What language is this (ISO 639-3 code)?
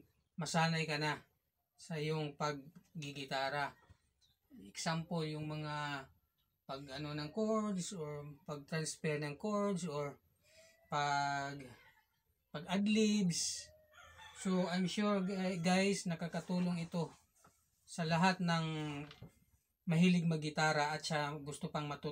fil